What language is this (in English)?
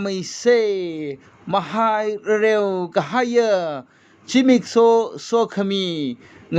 Tangkhul Naga (India)